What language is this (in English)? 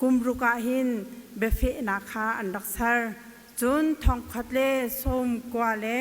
Hakha Chin